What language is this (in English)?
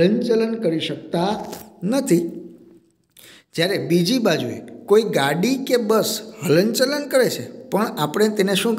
Gujarati